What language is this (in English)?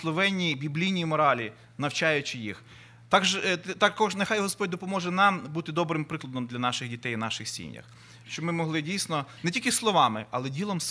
Ukrainian